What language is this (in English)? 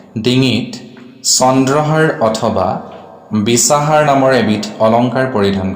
Assamese